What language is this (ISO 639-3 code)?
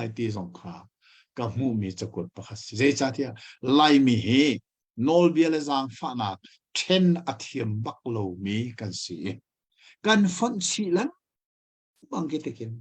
cnh